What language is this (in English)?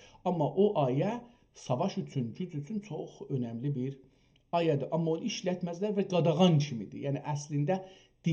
South Azerbaijani